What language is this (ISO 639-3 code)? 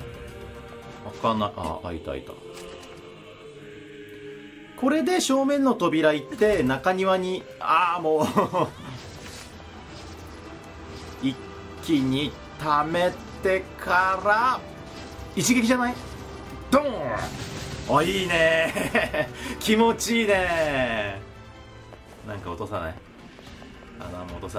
jpn